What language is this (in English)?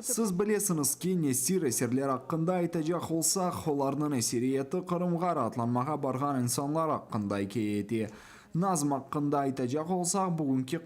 Crimean Tatar